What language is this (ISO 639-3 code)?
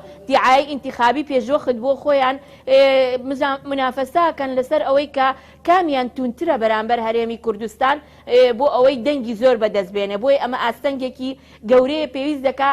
ckb